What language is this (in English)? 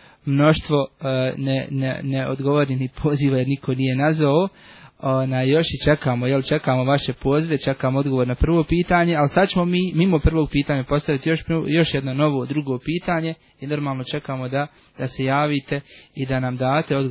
Bosnian